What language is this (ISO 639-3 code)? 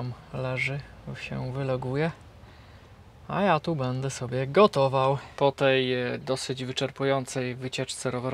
pol